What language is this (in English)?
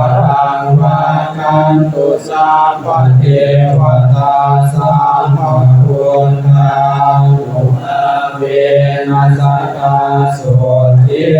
Pali